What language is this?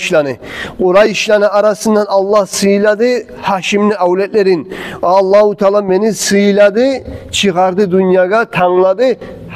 Kumyk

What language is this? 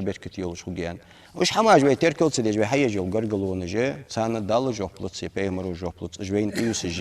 Ingush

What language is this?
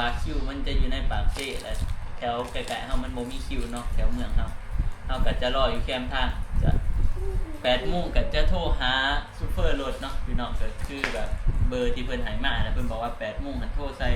Northeastern Thai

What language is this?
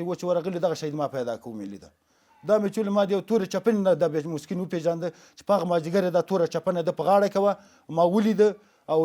Pashto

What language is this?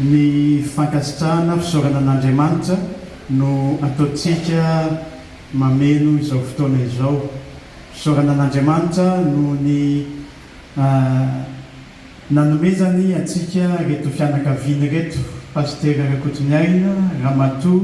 Malagasy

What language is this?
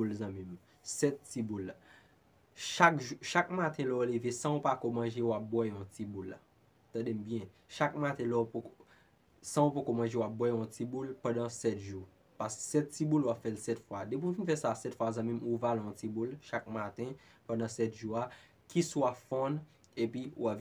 Haitian Creole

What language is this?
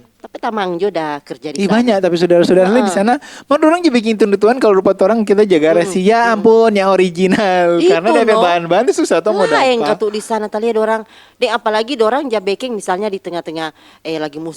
Manado Malay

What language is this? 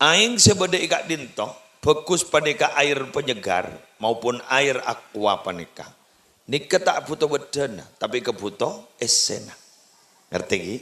Madurese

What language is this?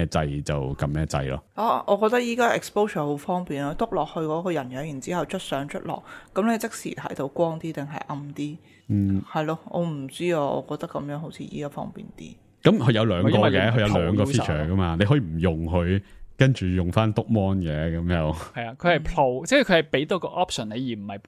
Cantonese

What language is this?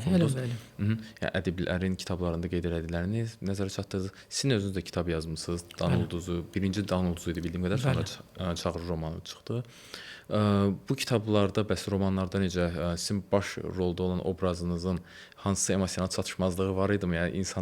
Azerbaijani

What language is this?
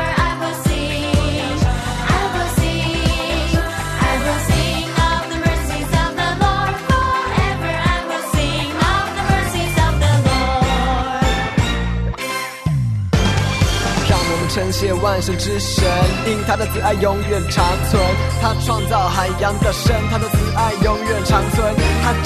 Chinese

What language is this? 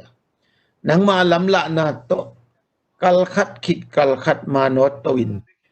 Tedim Chin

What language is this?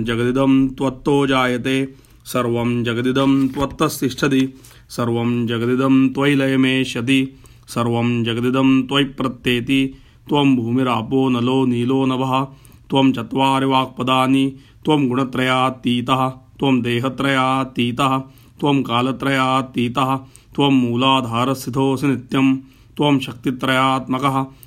Sanskrit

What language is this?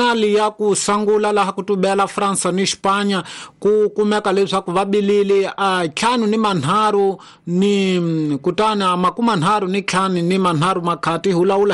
Tsonga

